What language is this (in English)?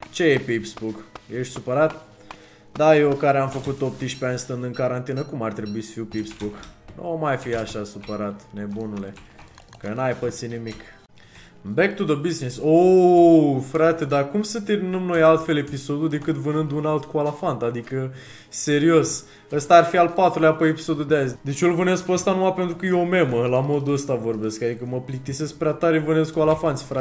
Romanian